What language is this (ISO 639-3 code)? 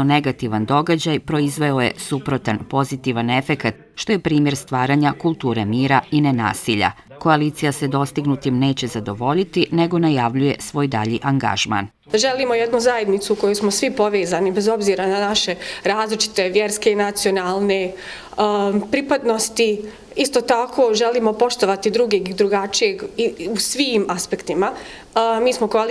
bos